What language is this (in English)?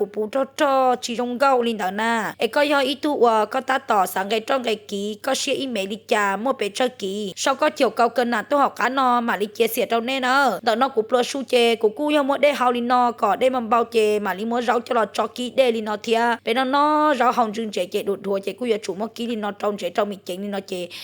Hmong